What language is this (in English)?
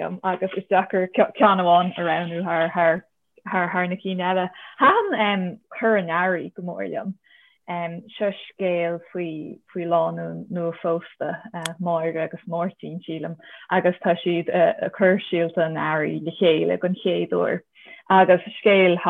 Irish